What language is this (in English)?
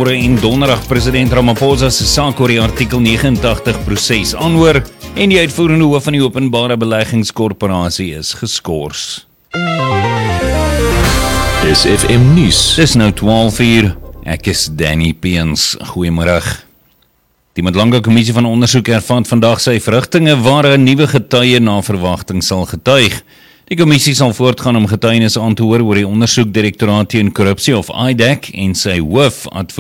Afrikaans